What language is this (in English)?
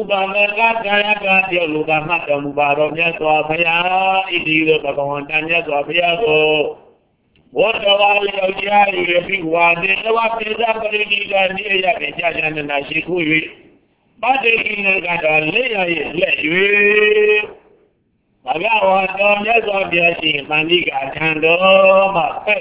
Burmese